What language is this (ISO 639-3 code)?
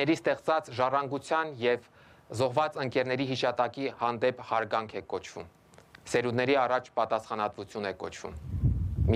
hye